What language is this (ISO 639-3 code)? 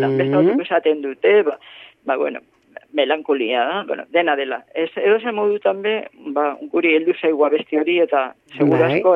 eus